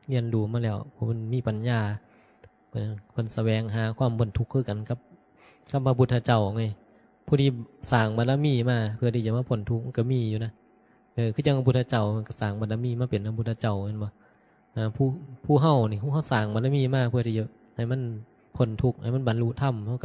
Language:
Northeastern Thai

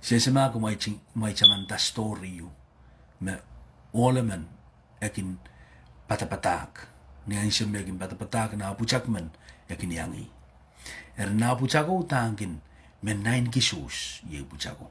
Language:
Pohnpeian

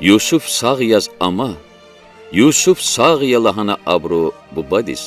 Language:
Lezghian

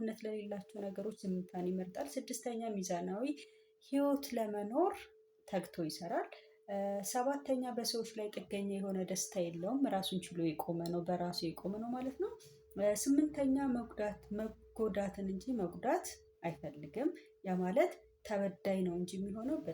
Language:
Amharic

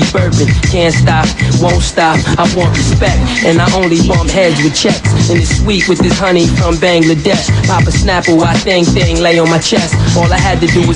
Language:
English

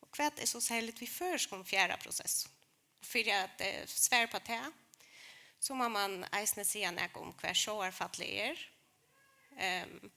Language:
Faroese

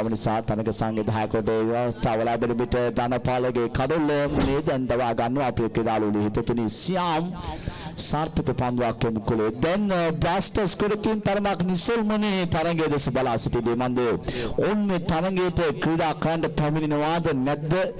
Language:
Sinhala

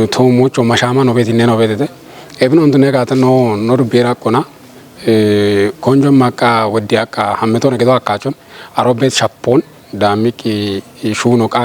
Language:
Kafa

